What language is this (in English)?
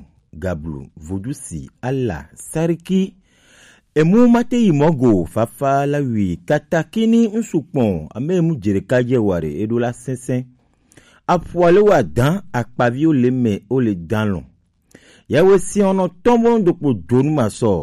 Gen